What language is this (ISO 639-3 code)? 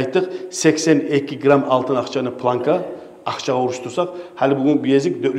kum